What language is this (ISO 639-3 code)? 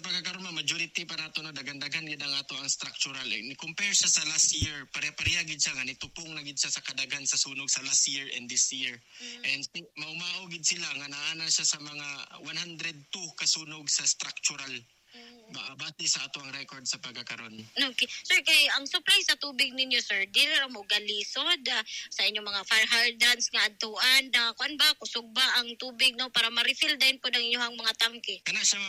ceb